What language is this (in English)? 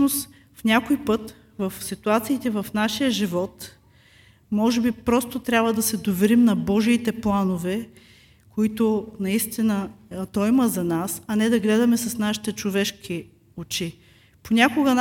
Bulgarian